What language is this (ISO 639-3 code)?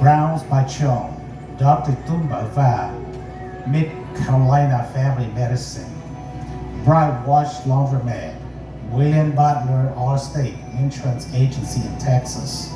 hmn